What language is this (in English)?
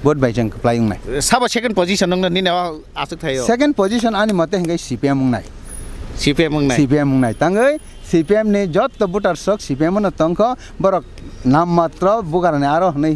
Kok Borok